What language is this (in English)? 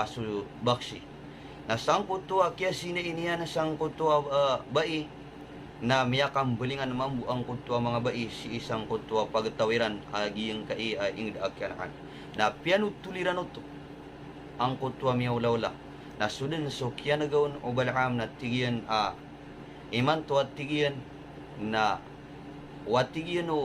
Maranao